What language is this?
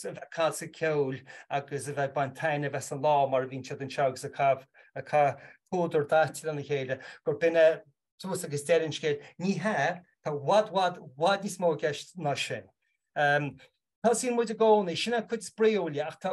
Irish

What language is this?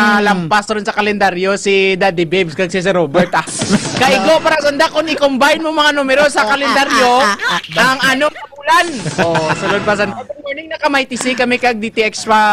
Hiligaynon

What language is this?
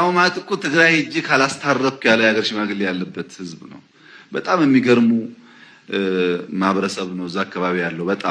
Amharic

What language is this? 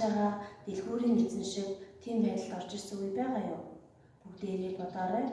Mongolian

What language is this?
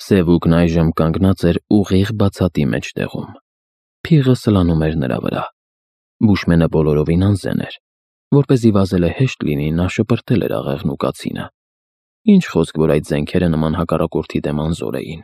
Armenian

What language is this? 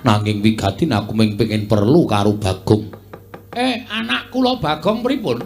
Javanese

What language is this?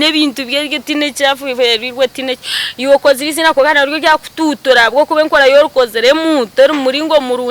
Nyankole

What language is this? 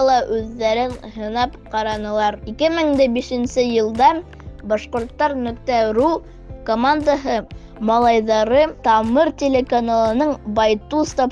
Bashkir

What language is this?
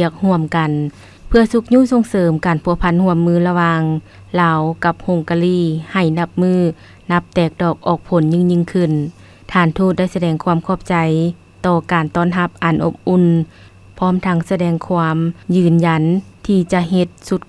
Lao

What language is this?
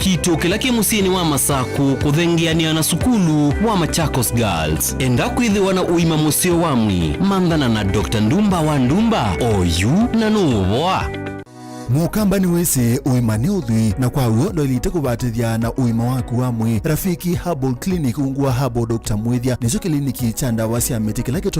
Kamba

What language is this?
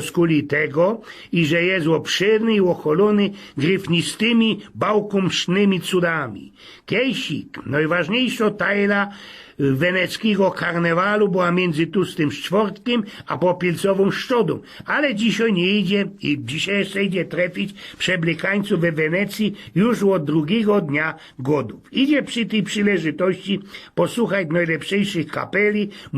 Silesian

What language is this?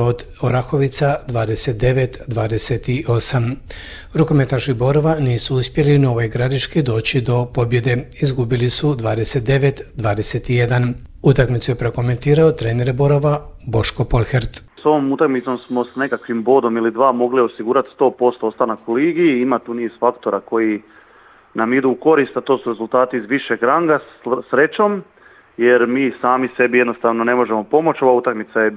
Croatian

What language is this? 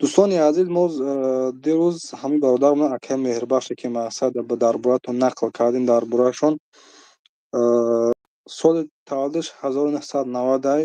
Tajik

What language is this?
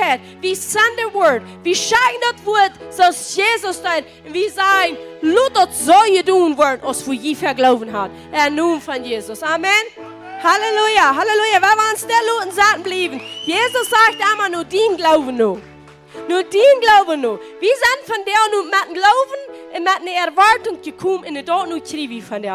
Plautdietsch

